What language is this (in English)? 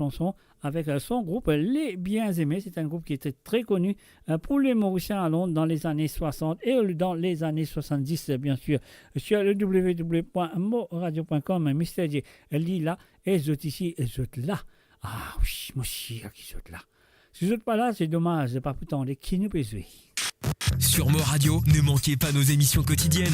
Morisyen